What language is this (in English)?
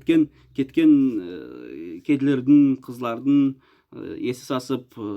Nogai